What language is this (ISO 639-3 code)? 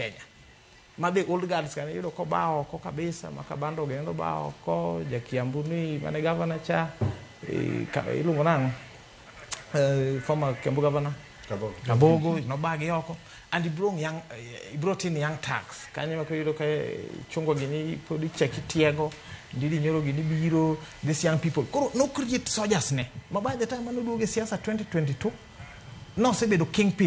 luo